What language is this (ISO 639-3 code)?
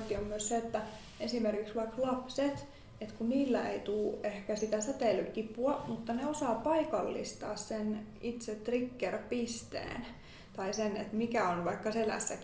fin